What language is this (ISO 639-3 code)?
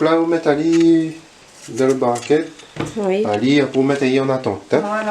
rcf